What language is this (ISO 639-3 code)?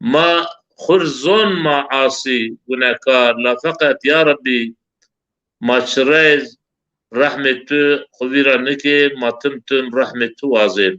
zza